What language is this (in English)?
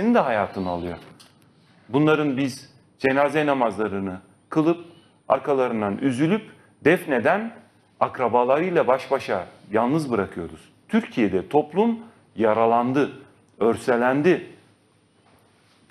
Turkish